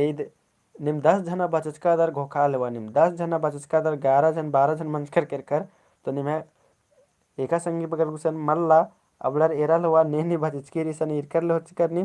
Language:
Kurukh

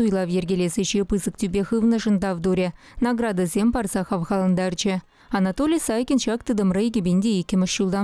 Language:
Chuvash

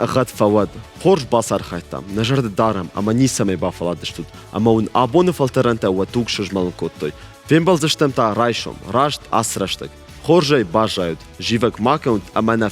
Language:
Ossetic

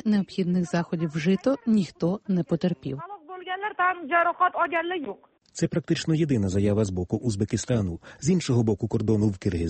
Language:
Ukrainian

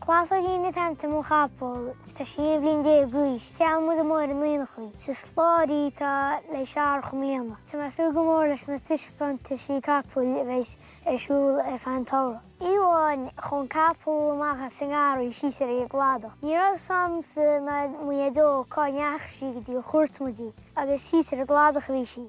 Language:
Irish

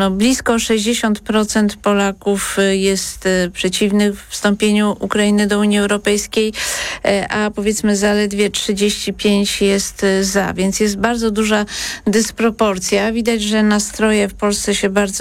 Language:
Polish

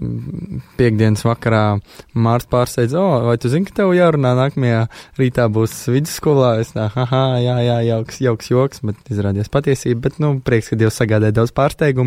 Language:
Latvian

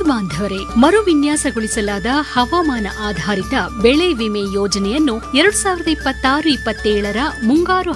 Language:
Kannada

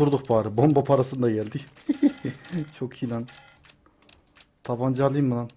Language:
Turkish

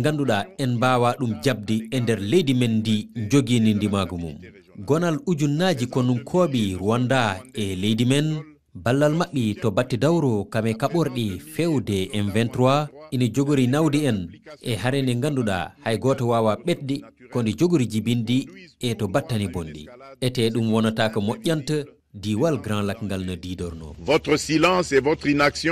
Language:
Fula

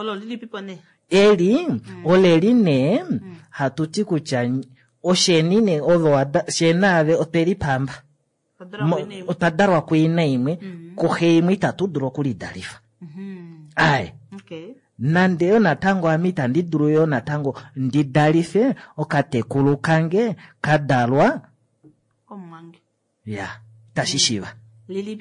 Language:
Kuanyama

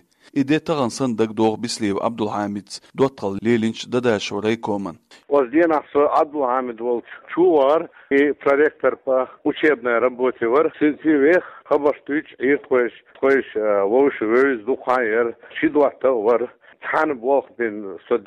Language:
Chechen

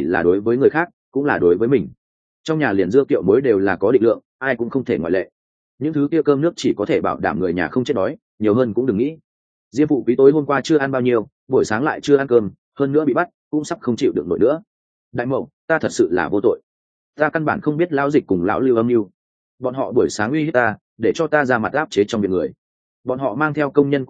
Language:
Vietnamese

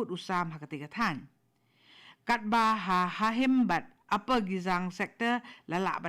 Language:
Khasi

